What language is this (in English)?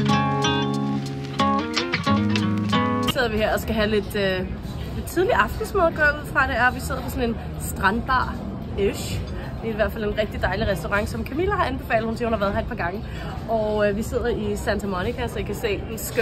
Danish